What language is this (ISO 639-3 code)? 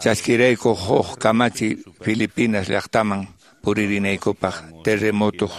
que